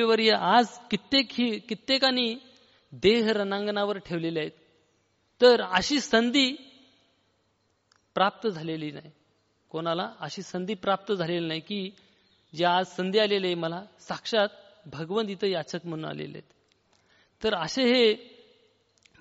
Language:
Marathi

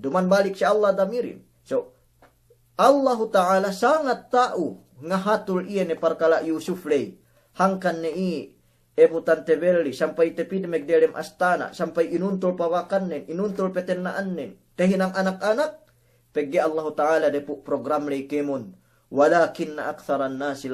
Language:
Yakan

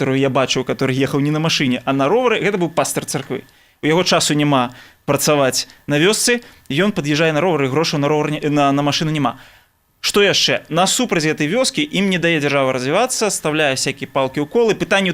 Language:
Belarusian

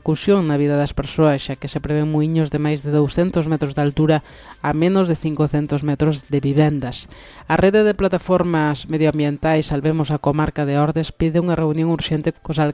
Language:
Galician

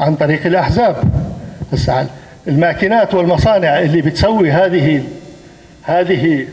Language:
North Levantine Arabic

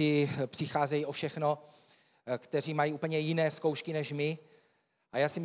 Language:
Czech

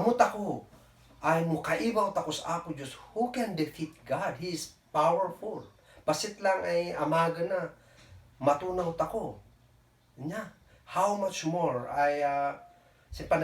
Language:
Kankanaey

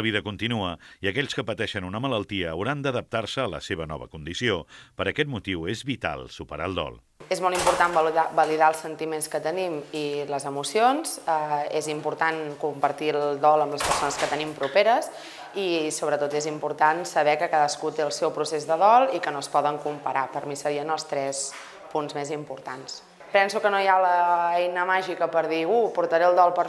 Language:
Catalan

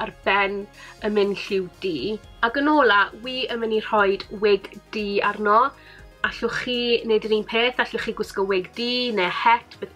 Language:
Welsh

